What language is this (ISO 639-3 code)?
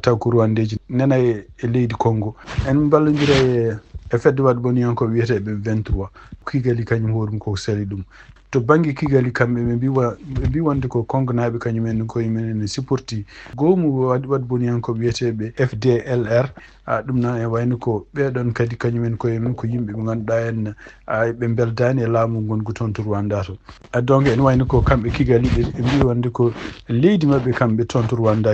ful